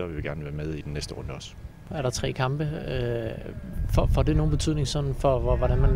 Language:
Danish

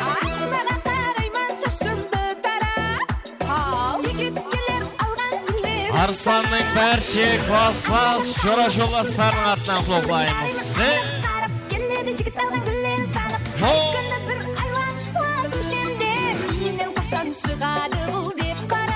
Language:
Kara-Kalpak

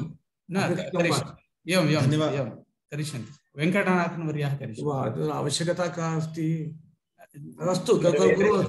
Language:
Sanskrit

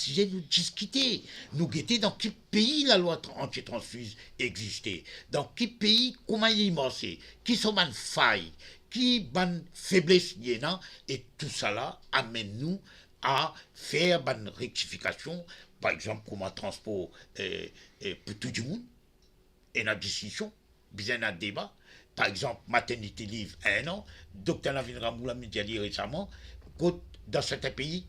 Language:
Morisyen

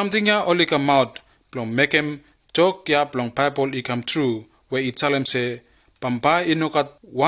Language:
Bislama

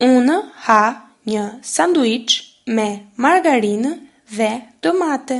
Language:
Albanian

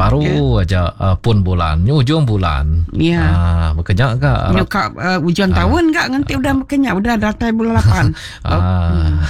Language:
Iban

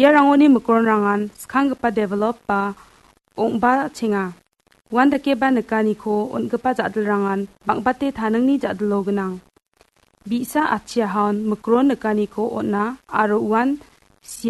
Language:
Garo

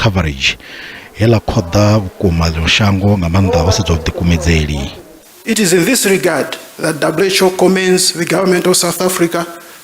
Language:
Venda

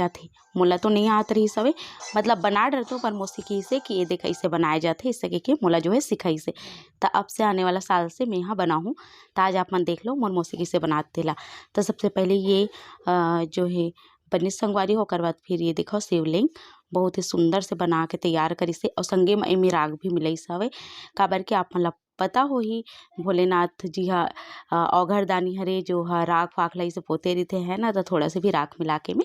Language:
Chhattisgarhi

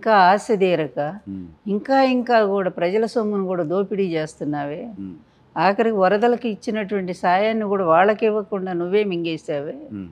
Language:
Telugu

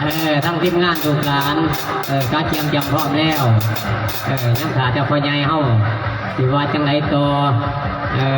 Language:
Lao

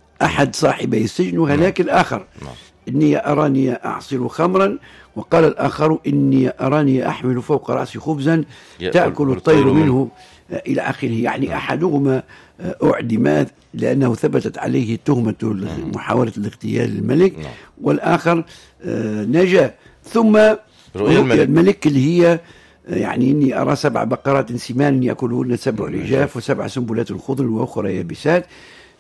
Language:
Tunisian Arabic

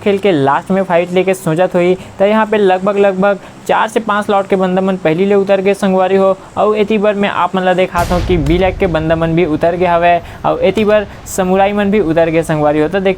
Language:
Chhattisgarhi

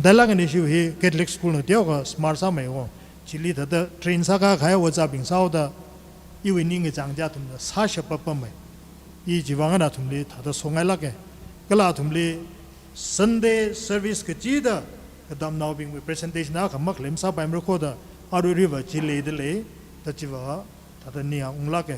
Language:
Tangkhul Naga (India)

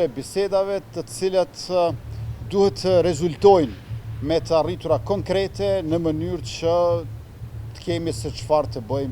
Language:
Albanian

